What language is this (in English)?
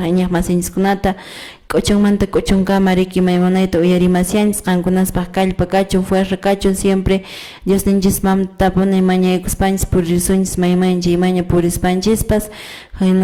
Quechua